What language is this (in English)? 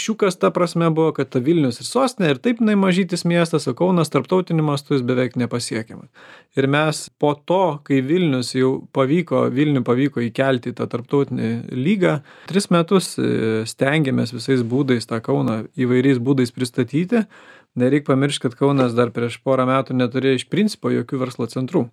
Lithuanian